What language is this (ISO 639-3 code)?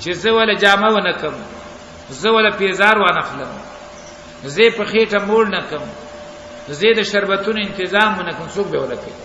pus